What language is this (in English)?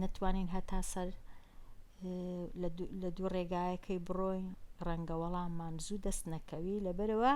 Central Kurdish